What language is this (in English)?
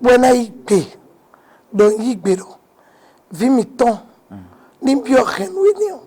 Fon